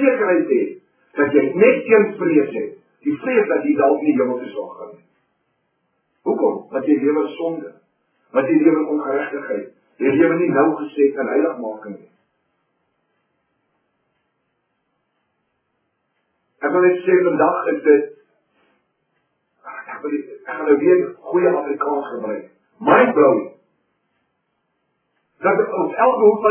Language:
Afrikaans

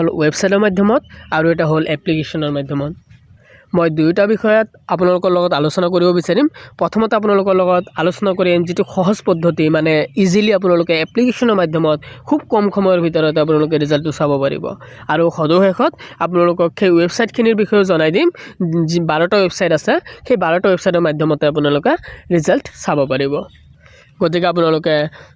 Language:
Assamese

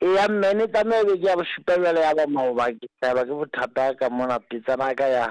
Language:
Southern Sotho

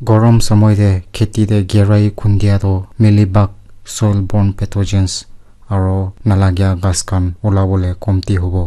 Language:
Naga Pidgin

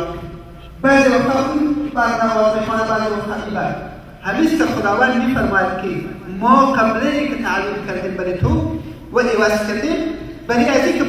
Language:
Persian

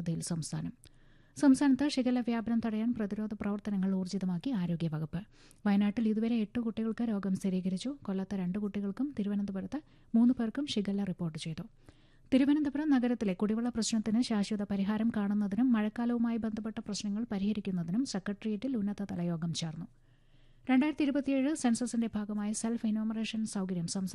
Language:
Malayalam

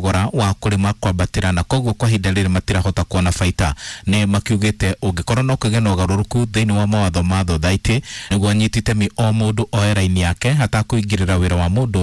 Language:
Kikuyu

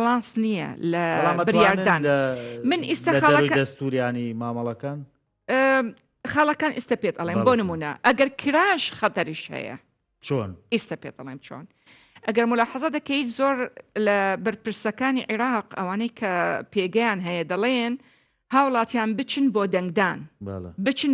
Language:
Central Kurdish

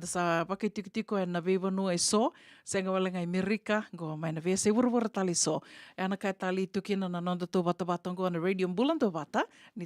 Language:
Fijian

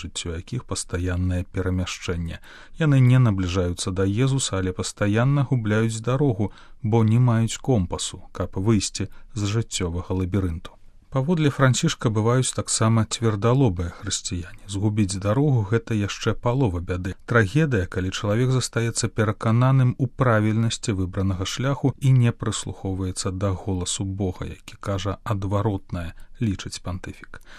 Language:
Belarusian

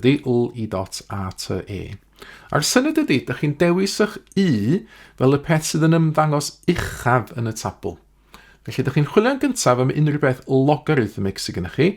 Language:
Welsh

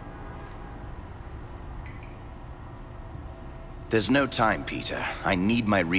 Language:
English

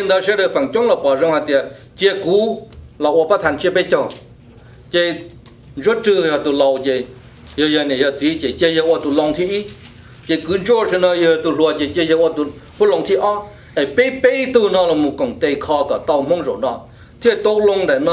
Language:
Hmong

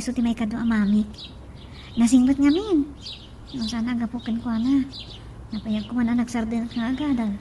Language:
Iloko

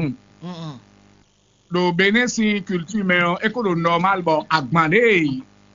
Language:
Fon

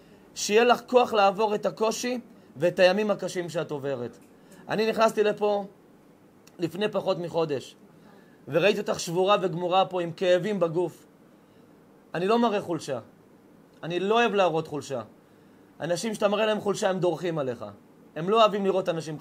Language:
Hebrew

